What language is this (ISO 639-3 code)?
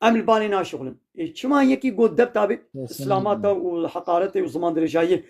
kur